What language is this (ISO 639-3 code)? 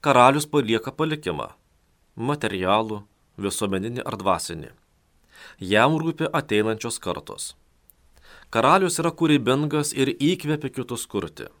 lit